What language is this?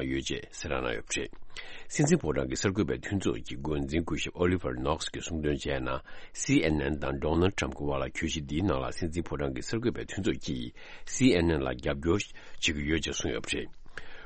Tibetan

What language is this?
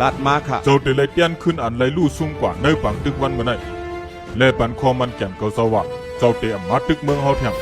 Shan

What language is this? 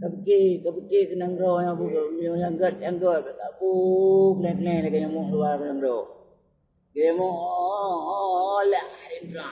Achinese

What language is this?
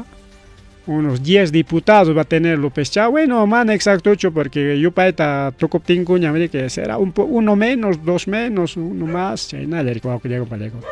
Ayacucho Quechua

